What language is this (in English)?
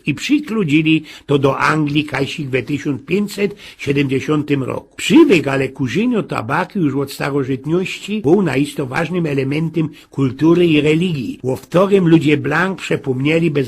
Silesian